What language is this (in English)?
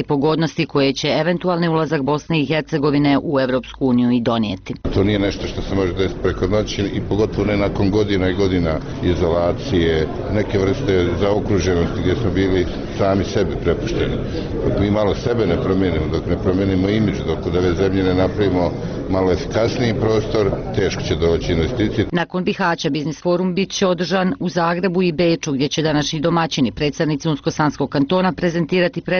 Bosnian